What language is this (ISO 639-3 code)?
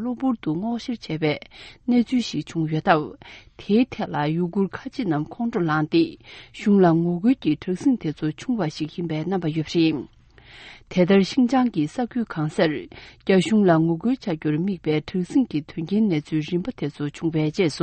bod